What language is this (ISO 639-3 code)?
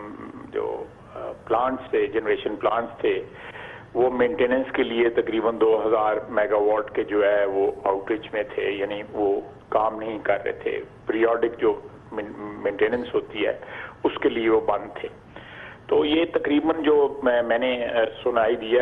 urd